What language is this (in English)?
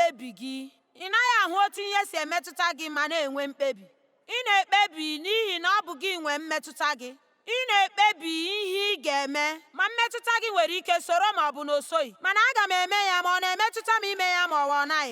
Igbo